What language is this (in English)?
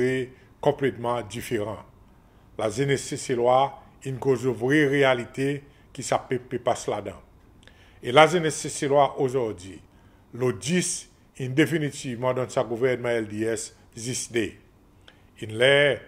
Seselwa Creole French